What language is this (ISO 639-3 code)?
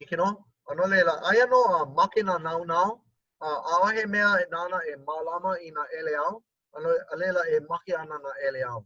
haw